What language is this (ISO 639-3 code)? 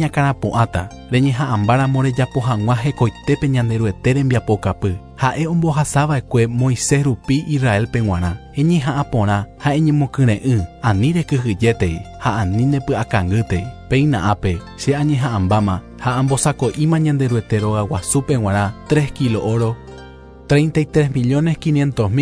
grn